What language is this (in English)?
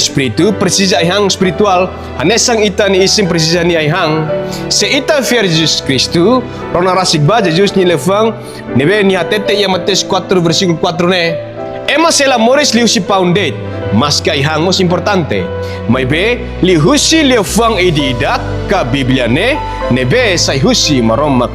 Tetum